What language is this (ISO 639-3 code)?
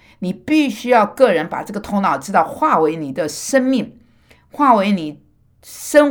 zho